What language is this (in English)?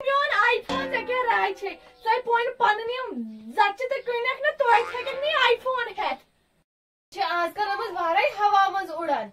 Kashmiri